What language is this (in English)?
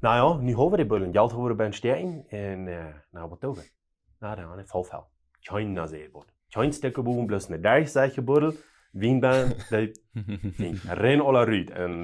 Plautdietsch